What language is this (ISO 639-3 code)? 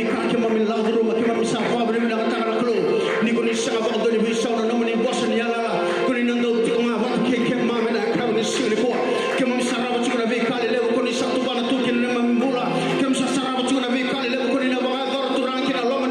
fij